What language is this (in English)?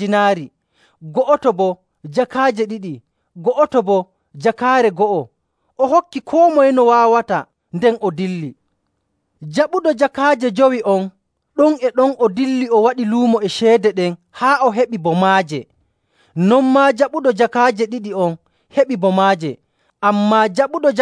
Nigerian Fulfulde